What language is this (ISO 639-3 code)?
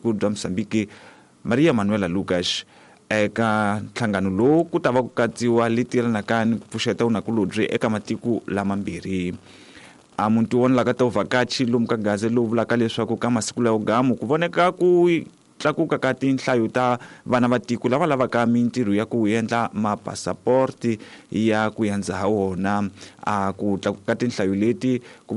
tso